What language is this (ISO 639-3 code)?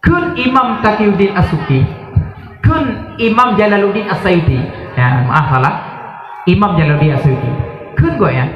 ace